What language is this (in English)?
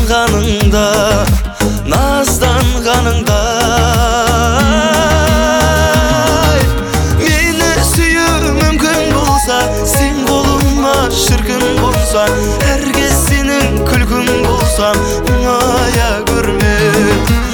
Kazakh